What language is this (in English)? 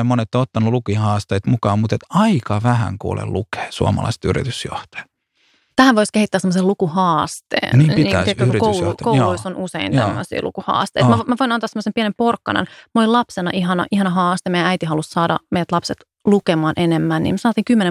Finnish